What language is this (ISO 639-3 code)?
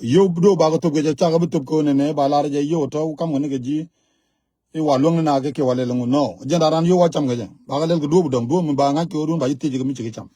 nus